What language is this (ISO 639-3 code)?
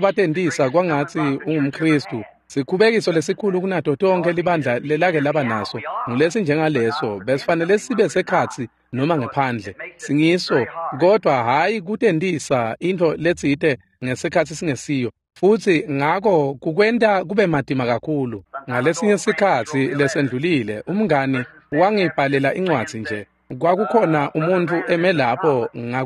ssw